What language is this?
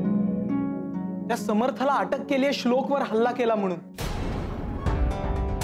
Marathi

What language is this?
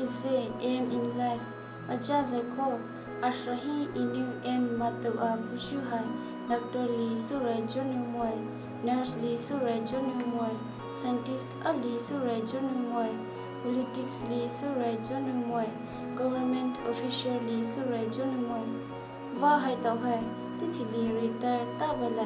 Poumei Naga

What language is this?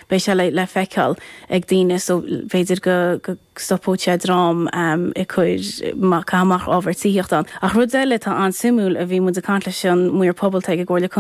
Irish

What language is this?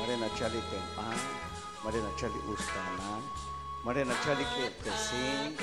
Kekchí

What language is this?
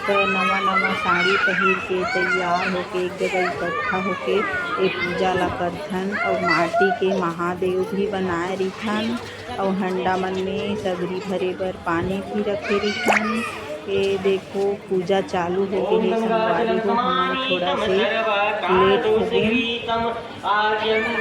Chhattisgarhi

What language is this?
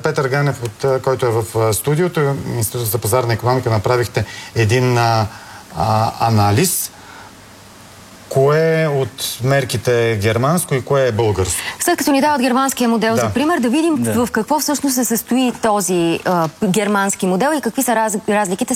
Bulgarian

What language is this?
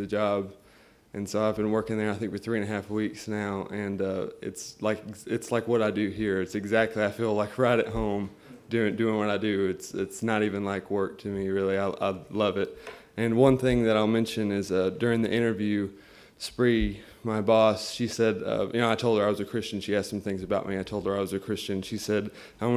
English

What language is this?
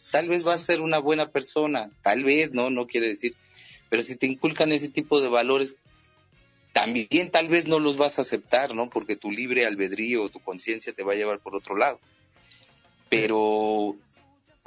Spanish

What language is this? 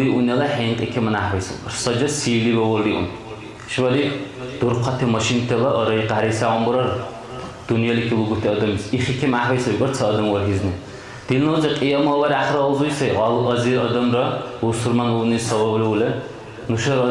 Dargwa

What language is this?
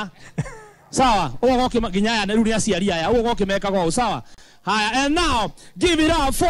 Kikuyu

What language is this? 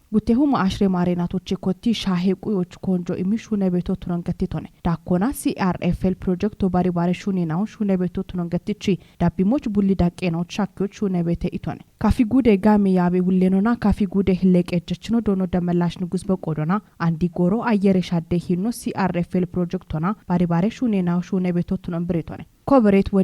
Kafa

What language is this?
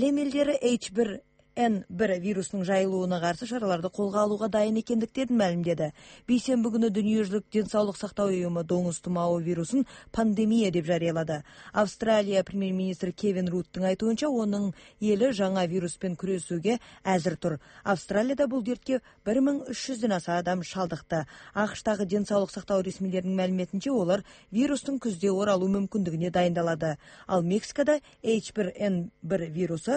Kyrgyz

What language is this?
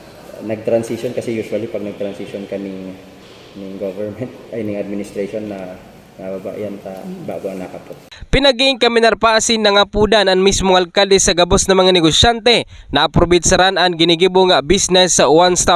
Bikol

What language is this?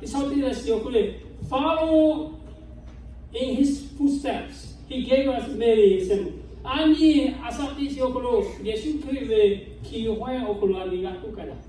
Lahu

